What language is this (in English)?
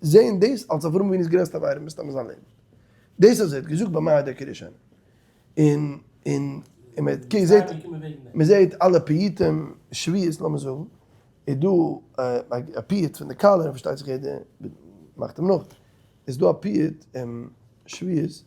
Yiddish